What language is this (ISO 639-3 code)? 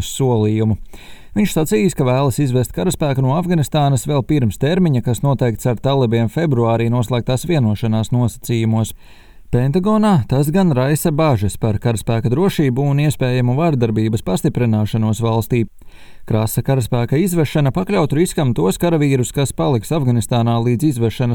lav